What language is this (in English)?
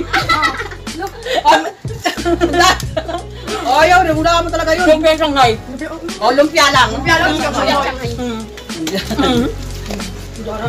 Filipino